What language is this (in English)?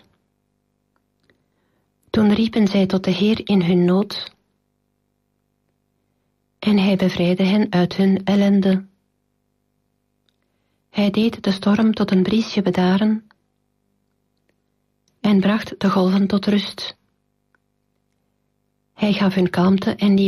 Dutch